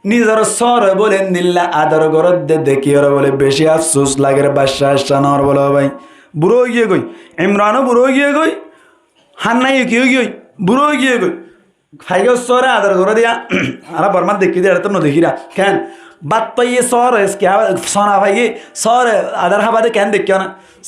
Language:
Rohingya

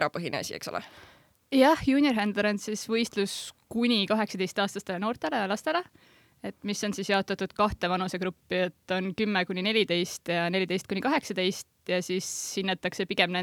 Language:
Estonian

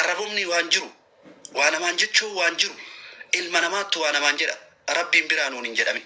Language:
Oromo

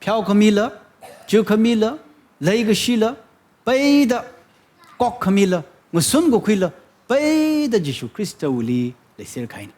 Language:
Tangkhul Naga (India)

